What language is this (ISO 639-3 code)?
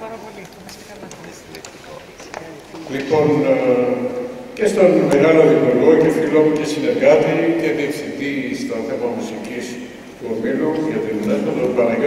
ell